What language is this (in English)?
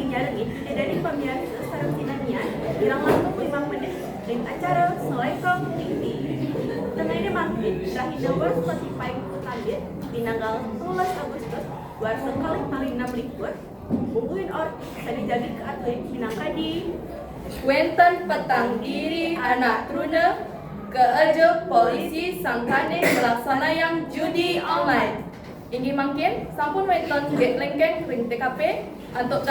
Balinese